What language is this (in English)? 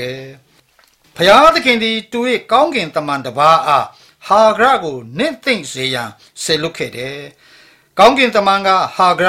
Burmese